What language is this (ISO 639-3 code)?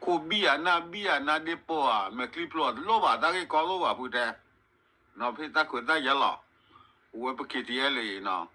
ksw